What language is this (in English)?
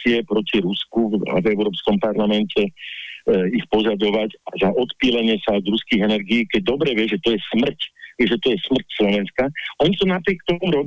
Slovak